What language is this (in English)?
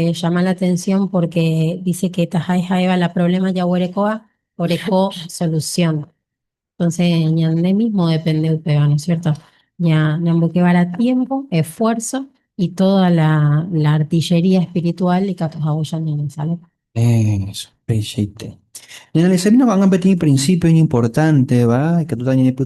Guarani